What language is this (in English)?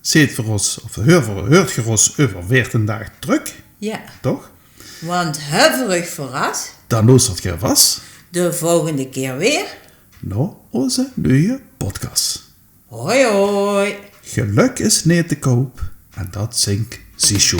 Limburgish